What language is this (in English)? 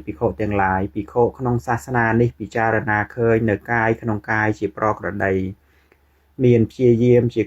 Khmer